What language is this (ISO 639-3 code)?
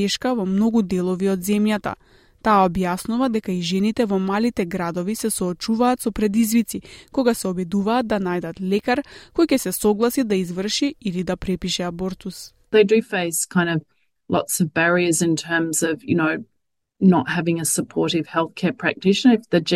mkd